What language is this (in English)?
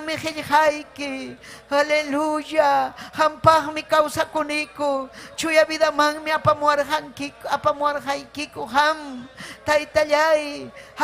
Ayacucho Quechua